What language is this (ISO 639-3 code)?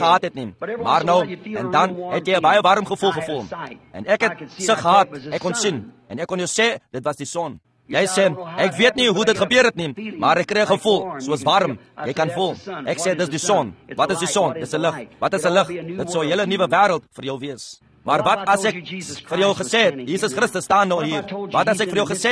afr